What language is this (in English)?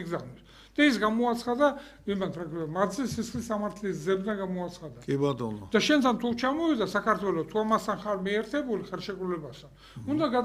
Georgian